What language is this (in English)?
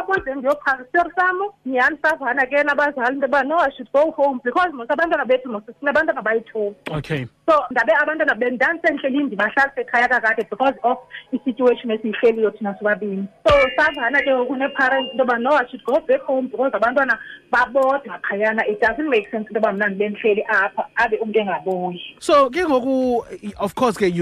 Xhosa